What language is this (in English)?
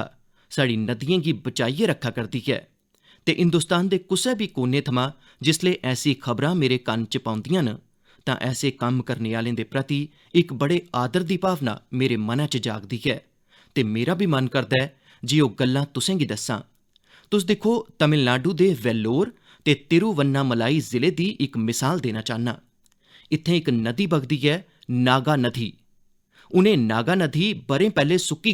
Dogri